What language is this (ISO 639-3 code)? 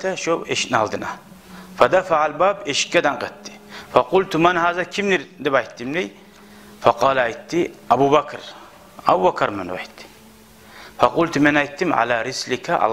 kum